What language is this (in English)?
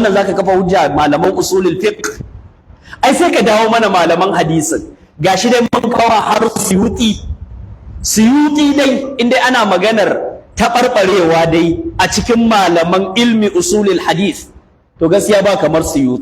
Hausa